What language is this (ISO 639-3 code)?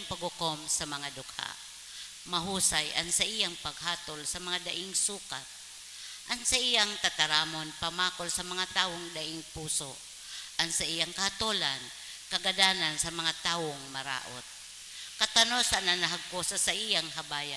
bik